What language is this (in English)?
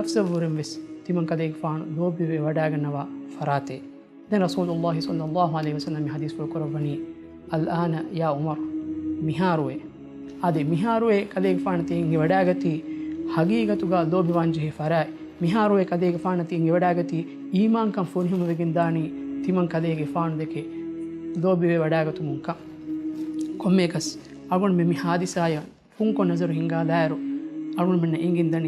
Divehi